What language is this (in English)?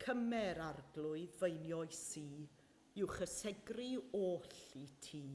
Welsh